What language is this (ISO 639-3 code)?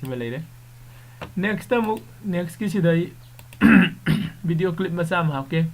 mni